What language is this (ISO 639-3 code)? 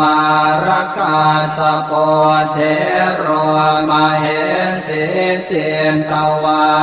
pli